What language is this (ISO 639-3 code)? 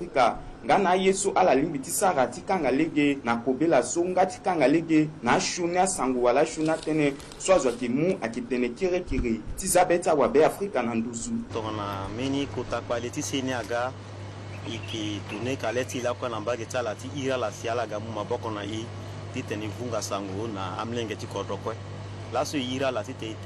sag